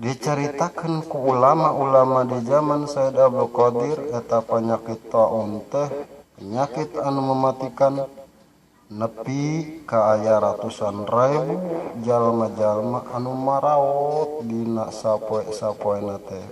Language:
Sundanese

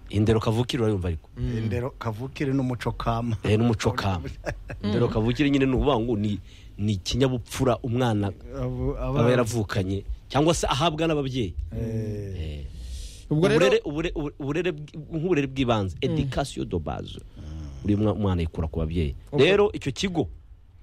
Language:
Kinyarwanda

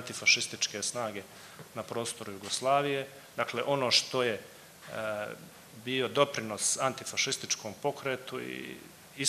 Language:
Serbian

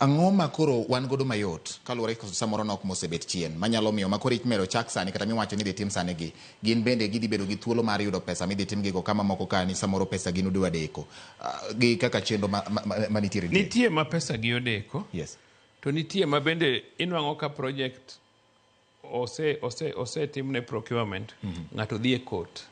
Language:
Luo (Kenya and Tanzania)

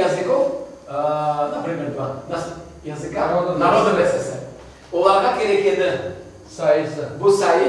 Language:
Crimean Tatar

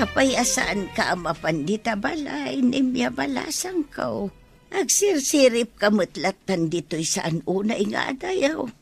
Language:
Iloko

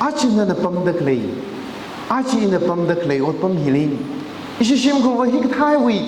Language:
Tangkhul Naga (India)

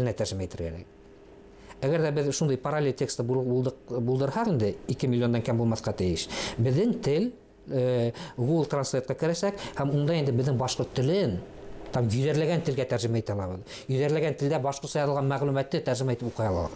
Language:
Bashkir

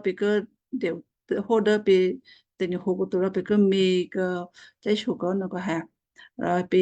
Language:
Western Kayah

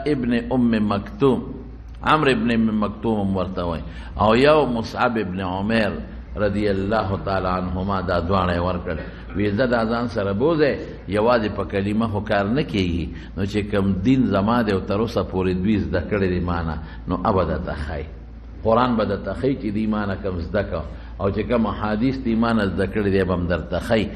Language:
Pashto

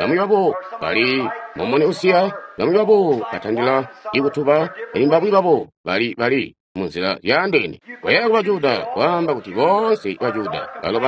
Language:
Tonga (Zambia)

